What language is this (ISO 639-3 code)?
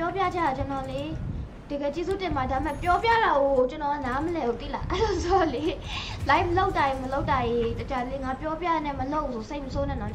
mya